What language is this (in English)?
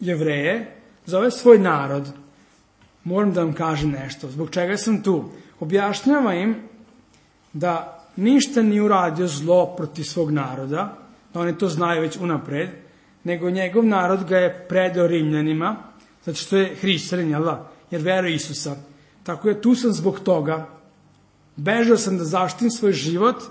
Serbian